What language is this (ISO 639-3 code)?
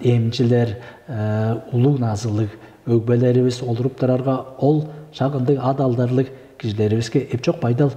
tyv